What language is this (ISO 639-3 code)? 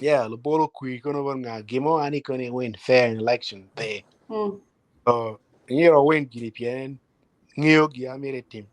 ach